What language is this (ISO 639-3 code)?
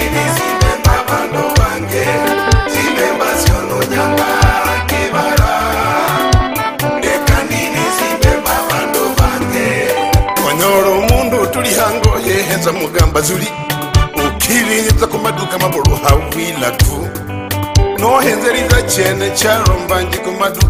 swa